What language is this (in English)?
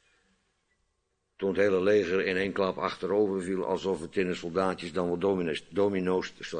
Dutch